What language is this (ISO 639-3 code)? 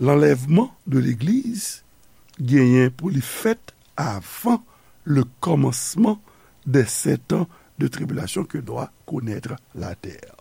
hat